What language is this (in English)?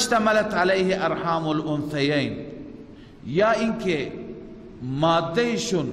Persian